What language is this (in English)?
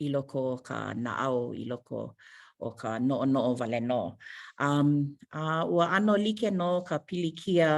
Hawaiian